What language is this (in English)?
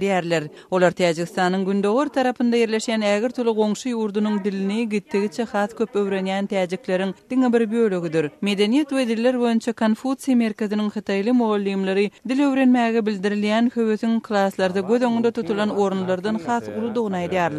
Turkmen